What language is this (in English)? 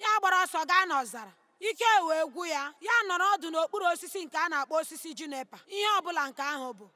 Igbo